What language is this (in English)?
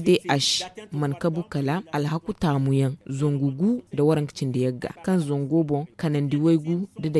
Zarma